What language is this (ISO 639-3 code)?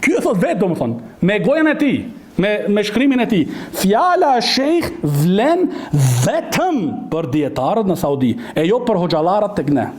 sqi